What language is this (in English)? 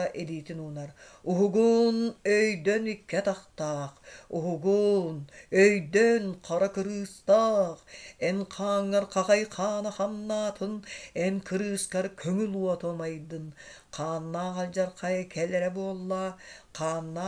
Yakut